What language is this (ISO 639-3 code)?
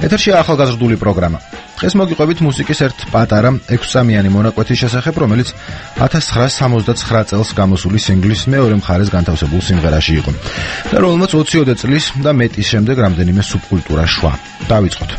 kat